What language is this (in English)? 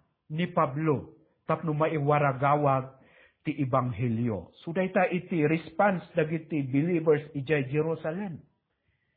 Iloko